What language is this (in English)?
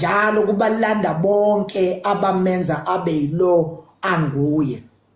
Zulu